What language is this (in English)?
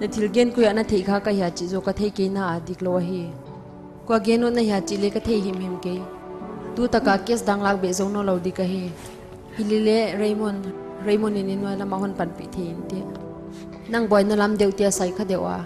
Paite Chin